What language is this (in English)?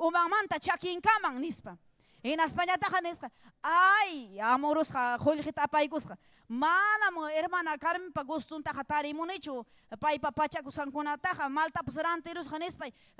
Ayacucho Quechua